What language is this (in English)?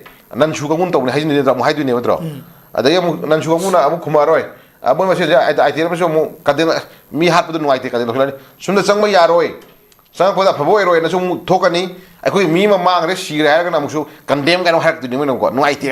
Manipuri